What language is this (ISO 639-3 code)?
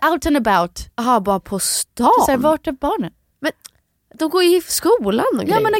swe